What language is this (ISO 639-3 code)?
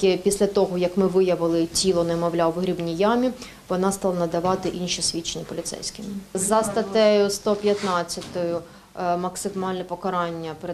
ukr